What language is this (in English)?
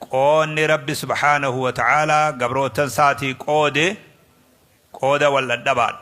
Oromo